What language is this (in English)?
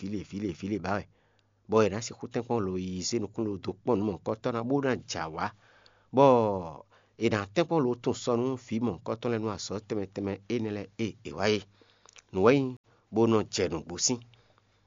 Fon